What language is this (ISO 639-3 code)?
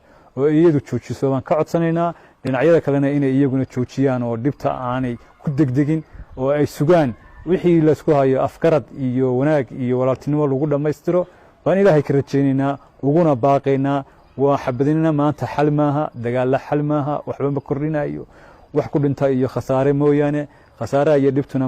som